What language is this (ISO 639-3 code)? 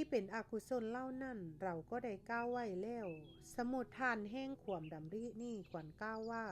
lao